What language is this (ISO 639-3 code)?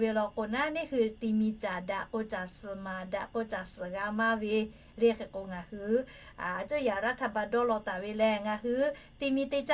lhu